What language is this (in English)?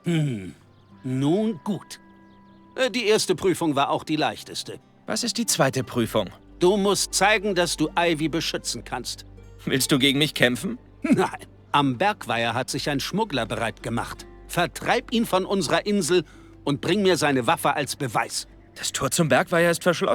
Bavarian